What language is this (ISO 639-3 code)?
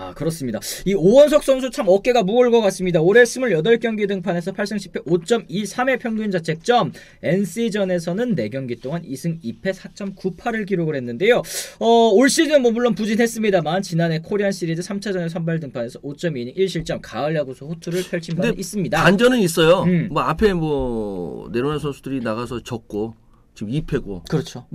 kor